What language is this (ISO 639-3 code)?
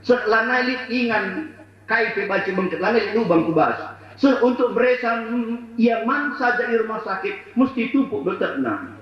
btx